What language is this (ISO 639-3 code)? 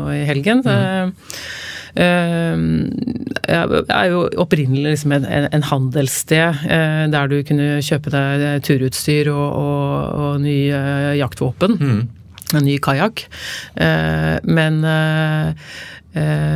nor